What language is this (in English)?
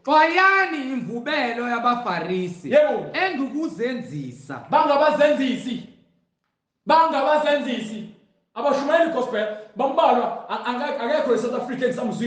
Zulu